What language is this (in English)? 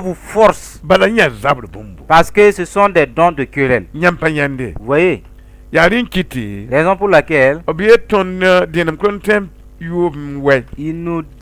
Mossi